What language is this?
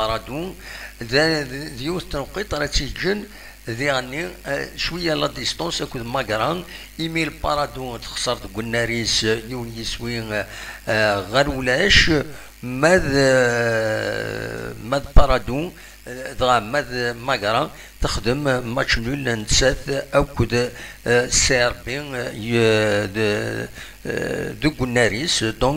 Kabyle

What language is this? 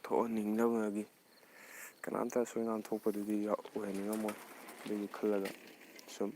Manipuri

